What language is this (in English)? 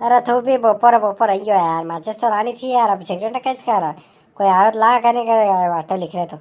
Rajasthani